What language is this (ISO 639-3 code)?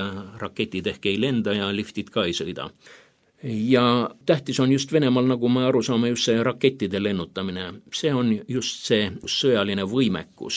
est